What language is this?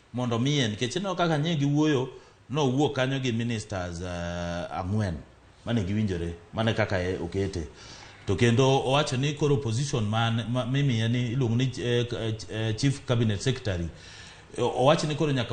Luo (Kenya and Tanzania)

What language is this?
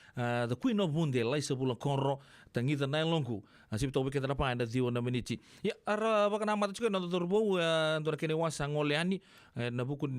Fijian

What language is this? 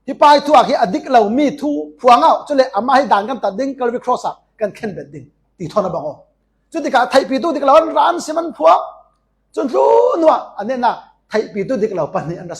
Falam Chin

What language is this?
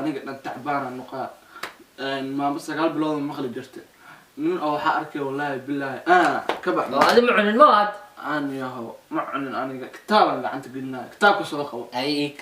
Somali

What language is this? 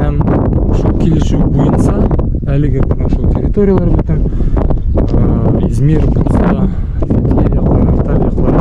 Bashkir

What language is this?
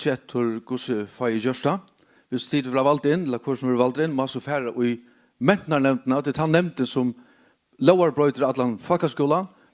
Faroese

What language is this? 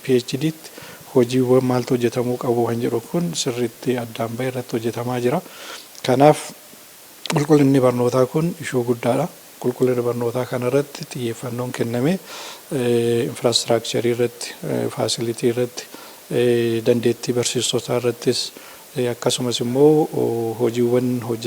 Oromo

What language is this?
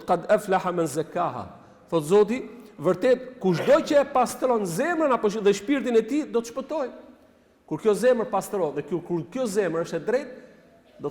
Albanian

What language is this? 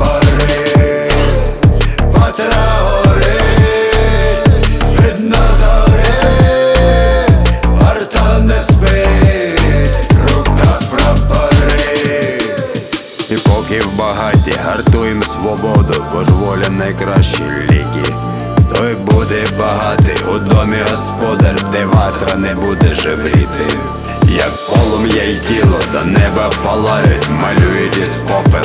Ukrainian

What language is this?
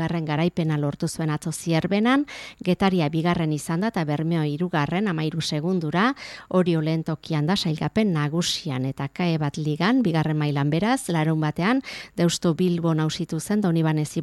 Basque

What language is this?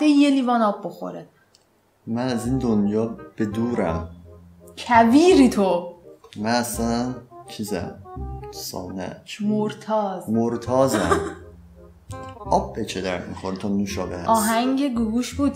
Persian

